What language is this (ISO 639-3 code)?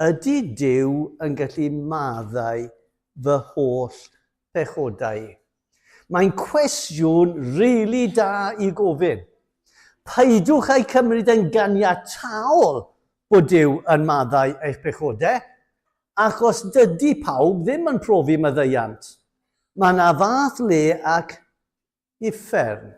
cym